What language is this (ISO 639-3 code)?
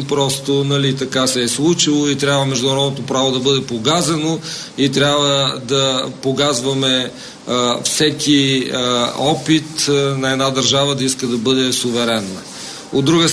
bul